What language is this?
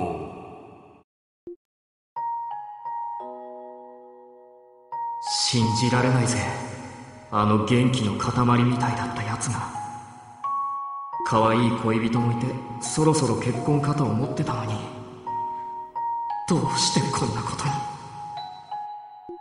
Japanese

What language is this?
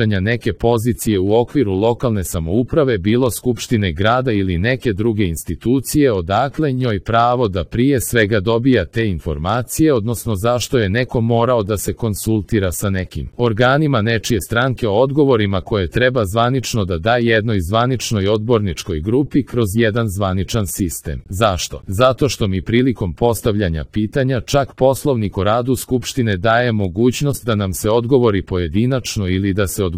Serbian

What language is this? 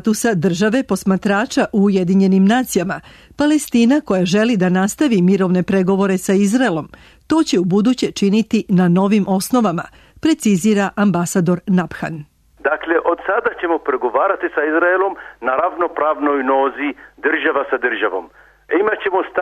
Serbian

